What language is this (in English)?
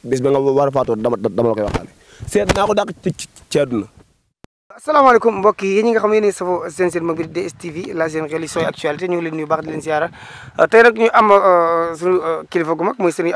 Wolof